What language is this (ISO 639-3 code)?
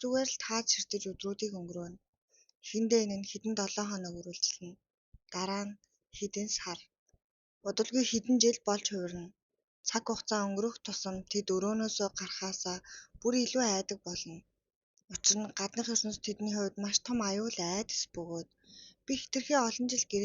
mon